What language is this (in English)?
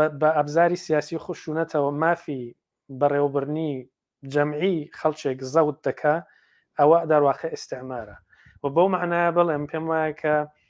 Central Kurdish